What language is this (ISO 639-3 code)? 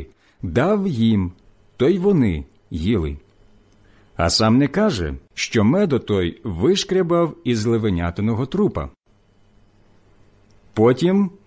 ukr